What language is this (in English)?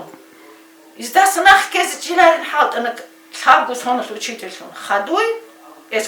Avaric